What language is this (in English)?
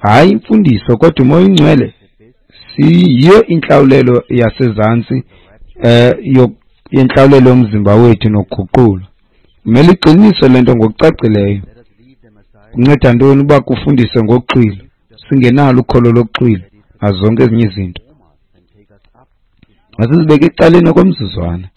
Xhosa